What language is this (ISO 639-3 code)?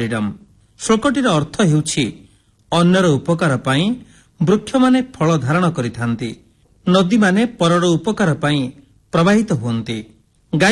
ori